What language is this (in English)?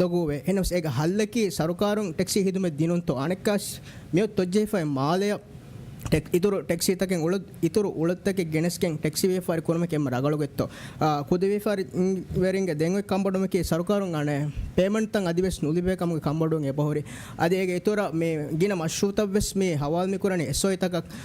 Divehi